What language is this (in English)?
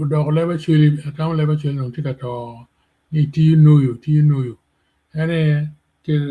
Acoli